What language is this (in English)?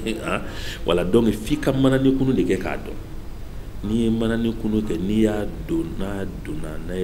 Bambara